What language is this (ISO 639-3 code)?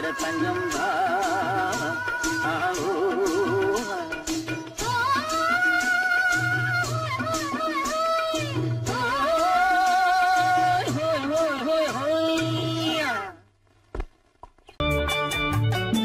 tam